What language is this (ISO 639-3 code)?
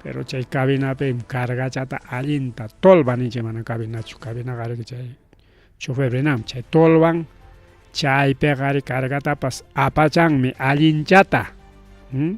quy